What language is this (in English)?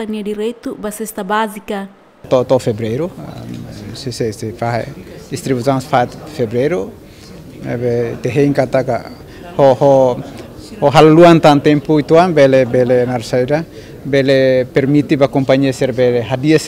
Tetum